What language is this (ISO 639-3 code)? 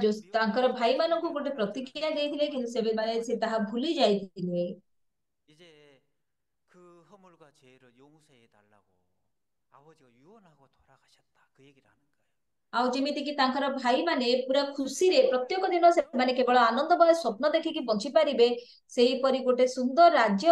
ori